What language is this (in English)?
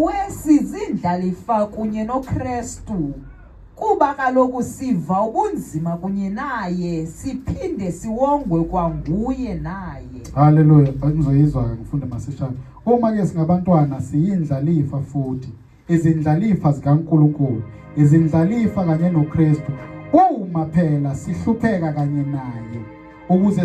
Zulu